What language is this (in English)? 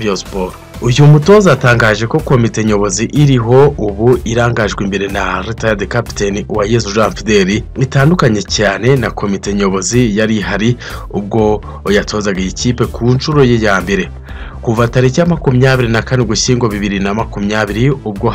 Kinyarwanda